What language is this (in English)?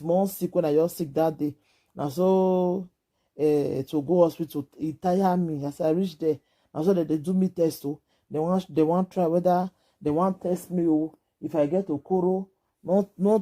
Nigerian Pidgin